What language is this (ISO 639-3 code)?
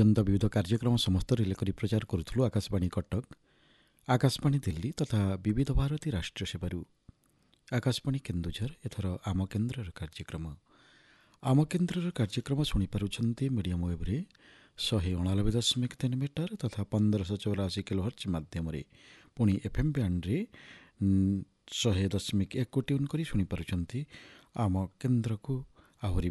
ori